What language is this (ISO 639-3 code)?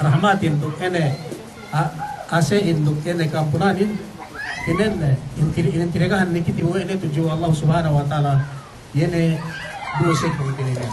yka